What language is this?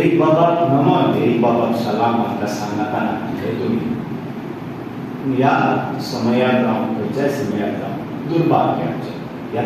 Konkani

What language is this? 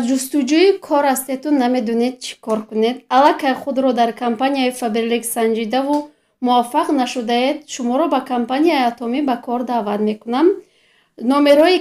Tajik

